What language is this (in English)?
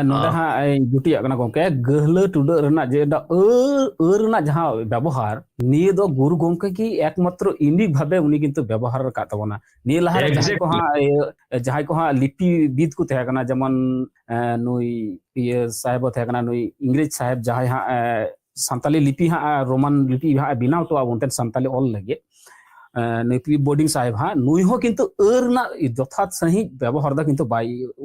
Santali